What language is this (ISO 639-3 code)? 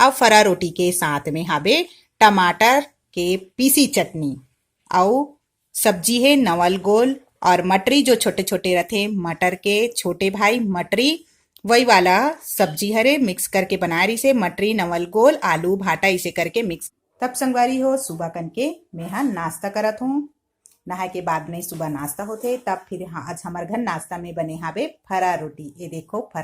hne